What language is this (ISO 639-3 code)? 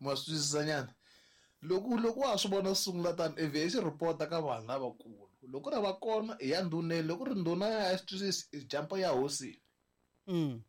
tso